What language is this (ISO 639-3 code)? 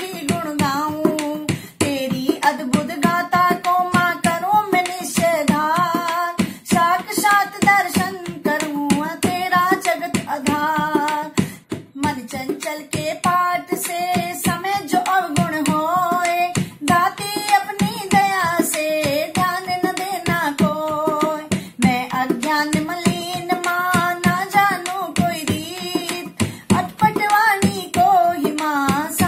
hin